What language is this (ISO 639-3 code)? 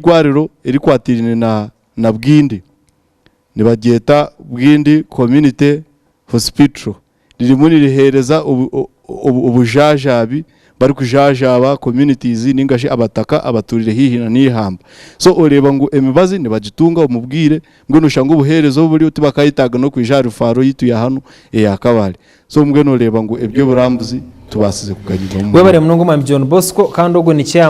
nyn